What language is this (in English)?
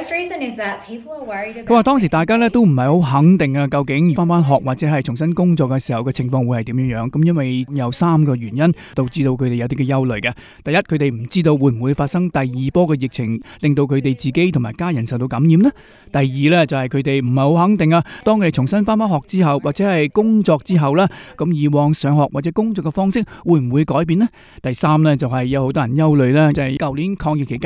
Cantonese